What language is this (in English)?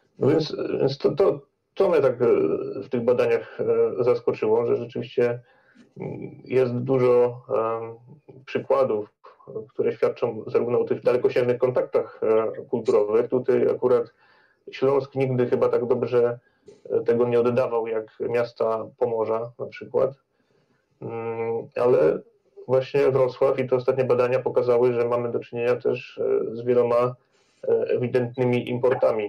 Polish